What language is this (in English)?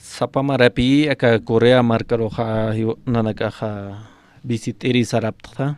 Aymara